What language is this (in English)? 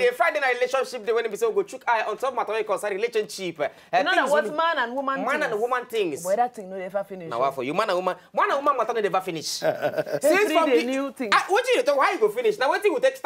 Nigerian Pidgin